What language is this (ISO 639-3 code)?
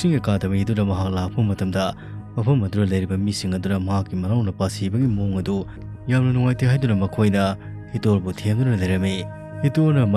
mni